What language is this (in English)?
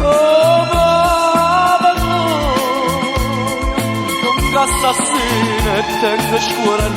Neapolitan